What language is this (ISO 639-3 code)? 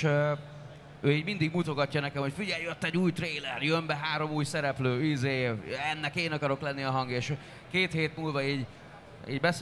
hun